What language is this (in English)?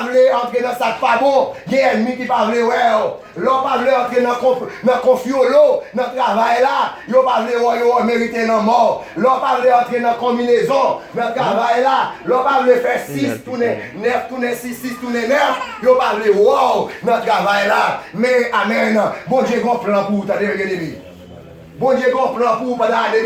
Haitian Creole